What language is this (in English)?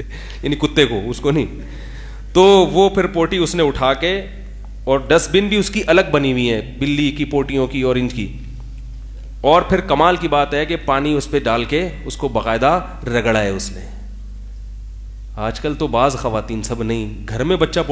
Urdu